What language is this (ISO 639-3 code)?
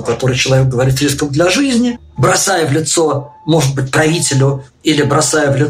rus